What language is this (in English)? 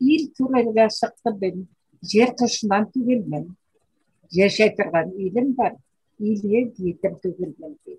Bashkir